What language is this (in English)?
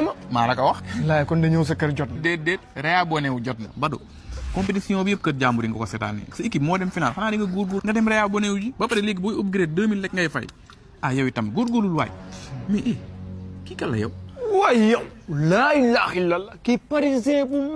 Wolof